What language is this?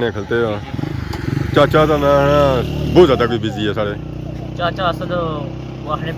Pahari-Potwari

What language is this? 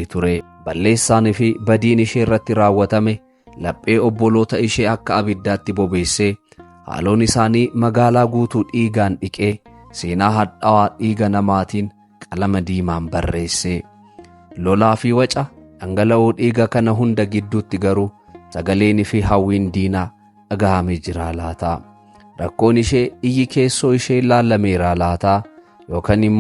Oromo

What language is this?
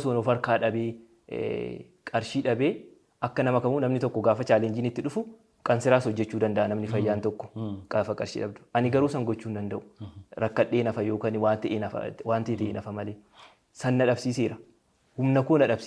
Oromo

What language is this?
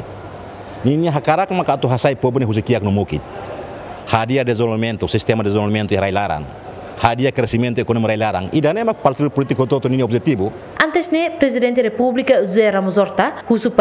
Tetum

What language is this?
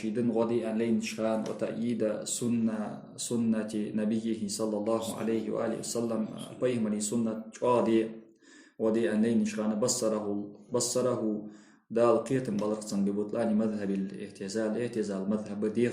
Ingush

